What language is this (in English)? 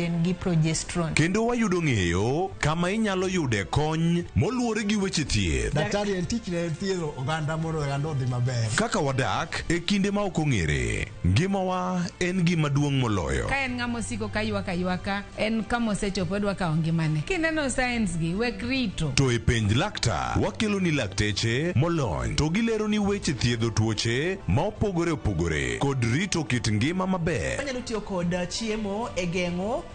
Luo (Kenya and Tanzania)